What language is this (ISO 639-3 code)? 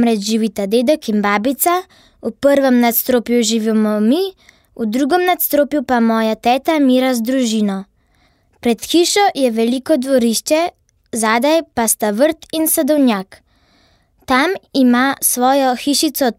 slv